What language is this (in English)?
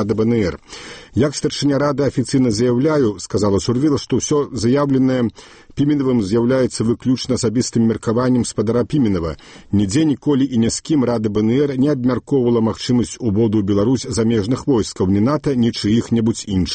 Belarusian